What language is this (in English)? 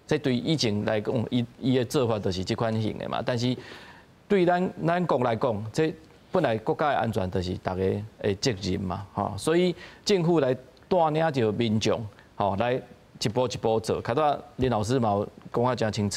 Min Nan Chinese